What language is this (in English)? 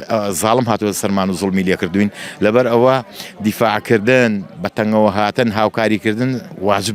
Central Kurdish